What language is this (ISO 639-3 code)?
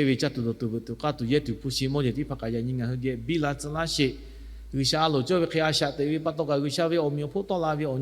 lhu